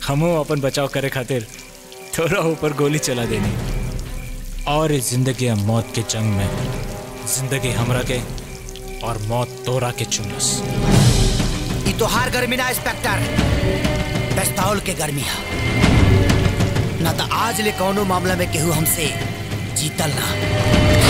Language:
Bhojpuri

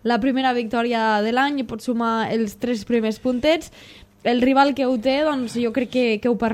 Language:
Catalan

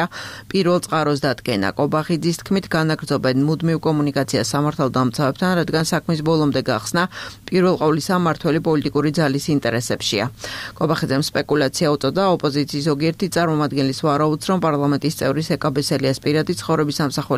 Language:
Georgian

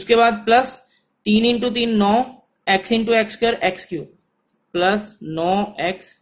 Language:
Hindi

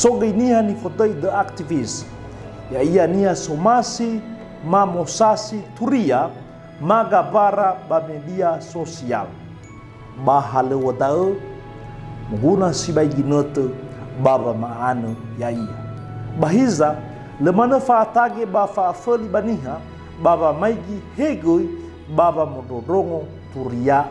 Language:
Nias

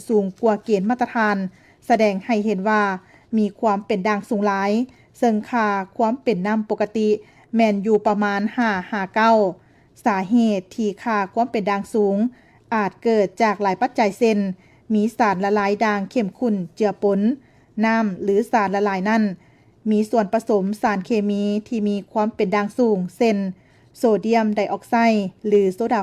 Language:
Lao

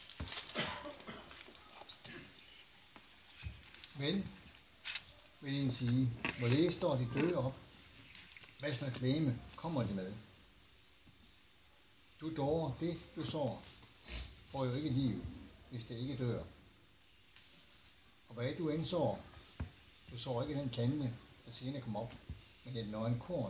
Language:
Danish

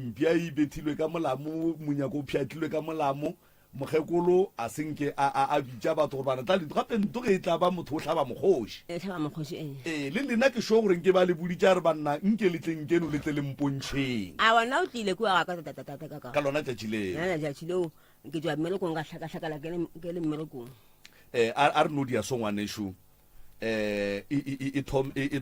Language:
Northern Sotho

